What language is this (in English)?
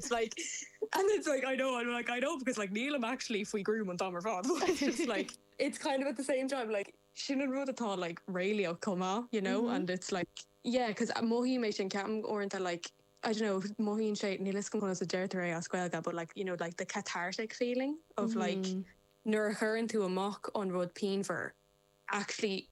Irish